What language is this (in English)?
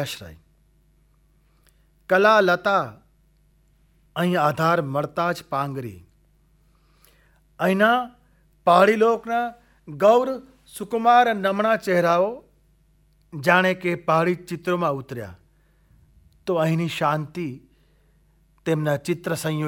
Gujarati